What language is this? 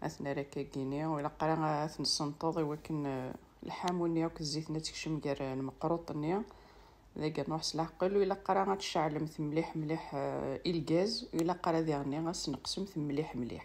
Kabyle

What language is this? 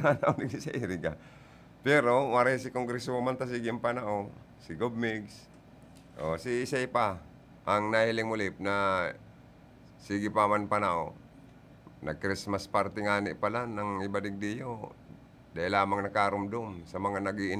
Bikol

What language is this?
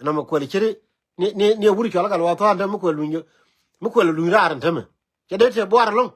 Nuer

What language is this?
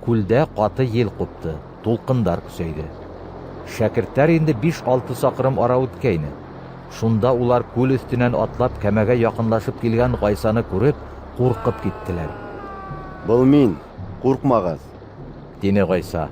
Bashkir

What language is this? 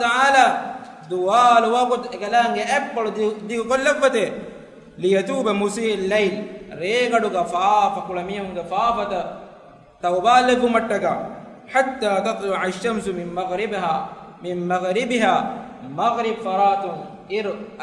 Divehi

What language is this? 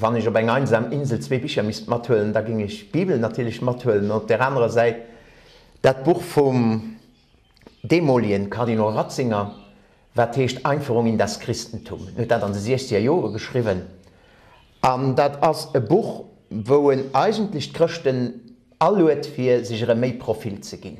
Luxembourgish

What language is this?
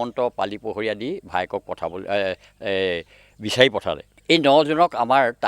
Assamese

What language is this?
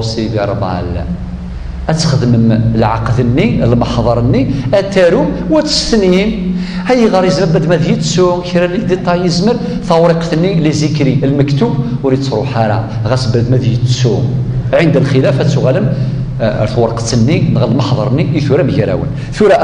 Kabyle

